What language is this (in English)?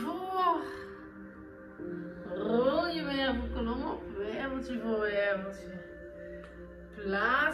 Dutch